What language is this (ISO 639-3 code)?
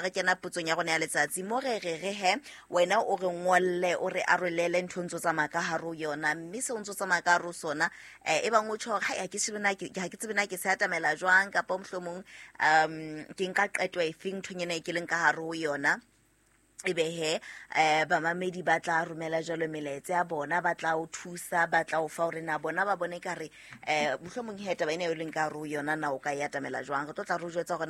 sot